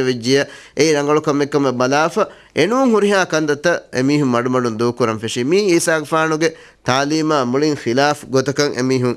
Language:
Divehi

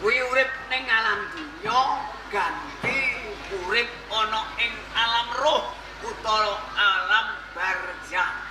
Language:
Javanese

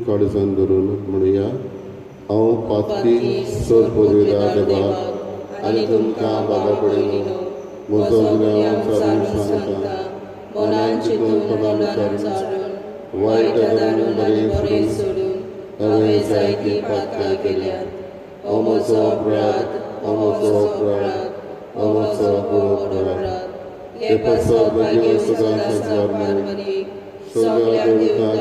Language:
Konkani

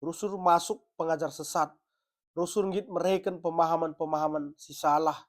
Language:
Batak Karo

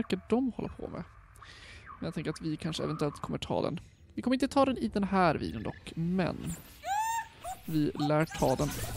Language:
Swedish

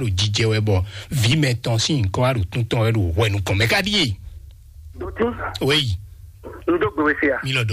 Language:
Fon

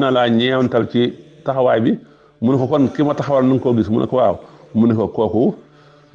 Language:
Wolof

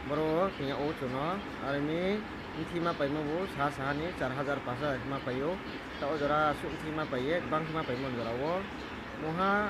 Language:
Riang (India)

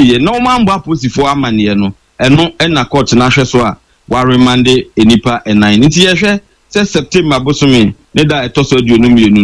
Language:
Akan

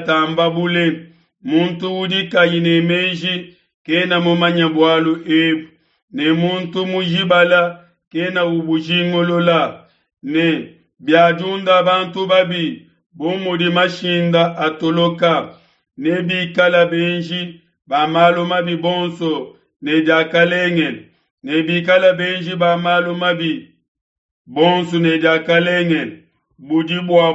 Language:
Luba-Lulua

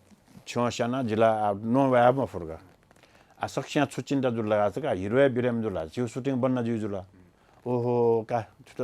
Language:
Newari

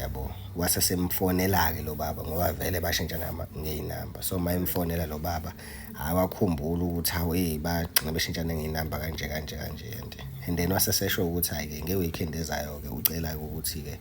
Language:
Zulu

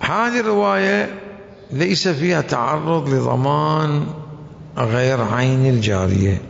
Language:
Mesopotamian Arabic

